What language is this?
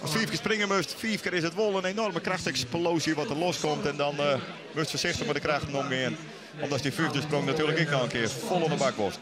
Western Frisian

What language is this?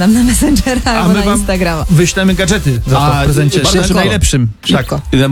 Polish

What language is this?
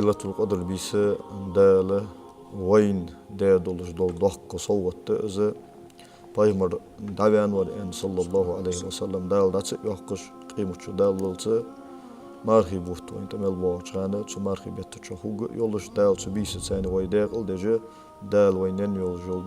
Ingush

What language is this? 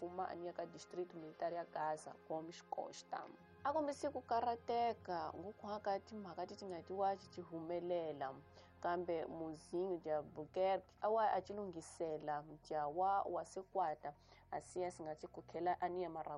Tsonga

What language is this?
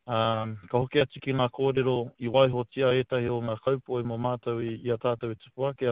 Māori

